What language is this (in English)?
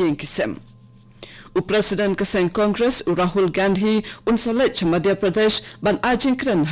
Khasi